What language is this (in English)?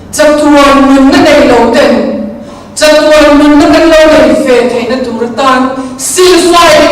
Mizo